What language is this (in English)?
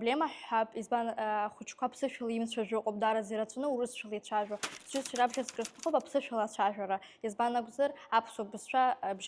Abkhazian